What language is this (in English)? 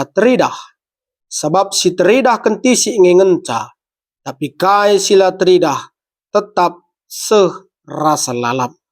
Batak Karo